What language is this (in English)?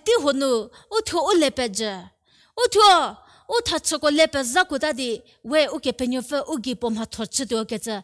Angami Naga